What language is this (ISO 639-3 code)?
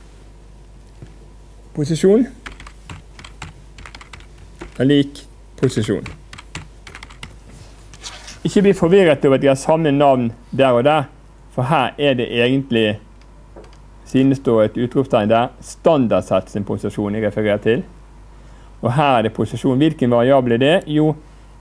nor